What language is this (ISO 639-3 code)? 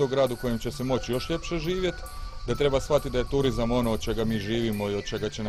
hrv